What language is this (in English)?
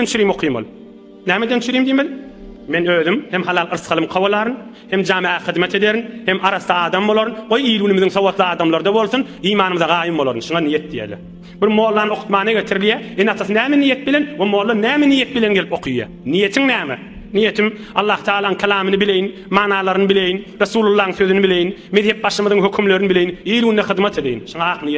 Turkmen